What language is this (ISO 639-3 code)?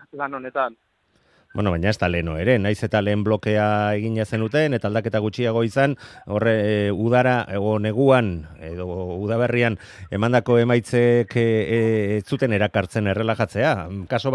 eus